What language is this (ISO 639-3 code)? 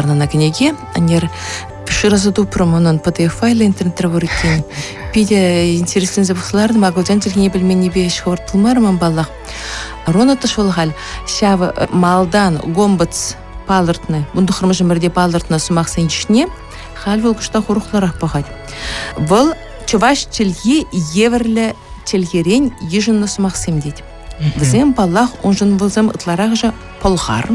chv